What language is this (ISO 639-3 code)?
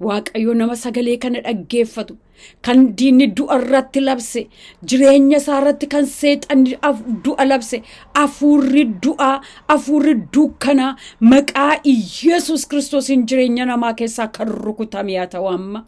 orm